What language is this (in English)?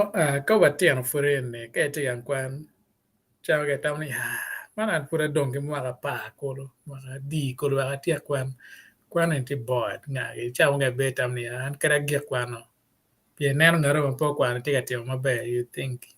Acoli